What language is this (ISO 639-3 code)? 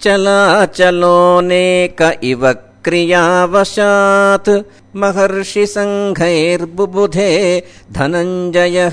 san